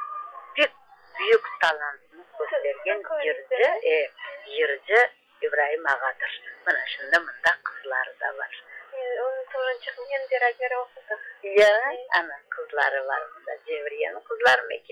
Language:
Crimean Tatar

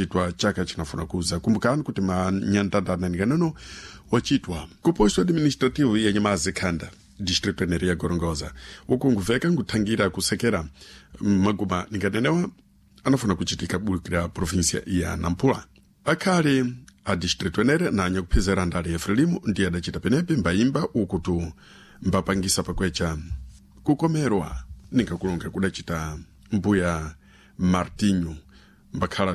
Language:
Sena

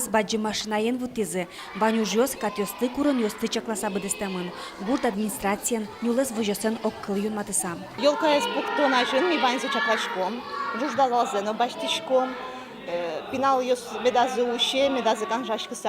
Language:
Udmurt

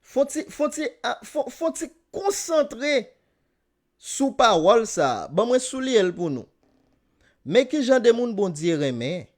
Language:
Haitian Creole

